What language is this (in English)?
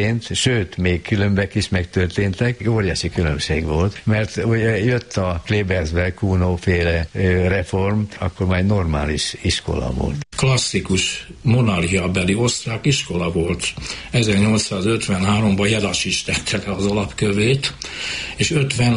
Hungarian